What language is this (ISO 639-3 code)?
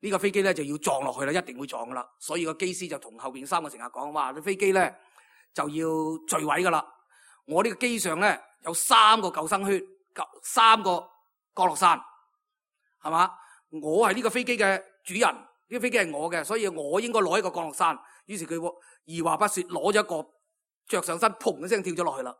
yue